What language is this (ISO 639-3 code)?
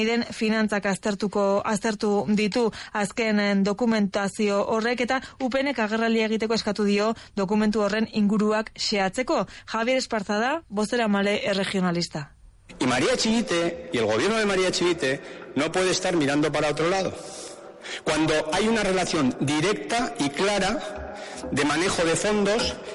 eus